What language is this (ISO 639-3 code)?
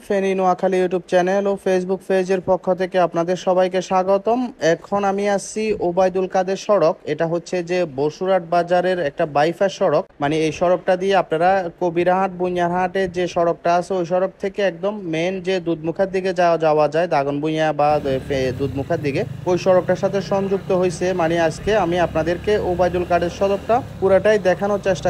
ben